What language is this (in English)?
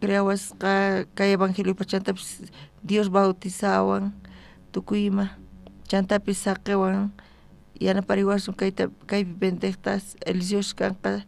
South Bolivian Quechua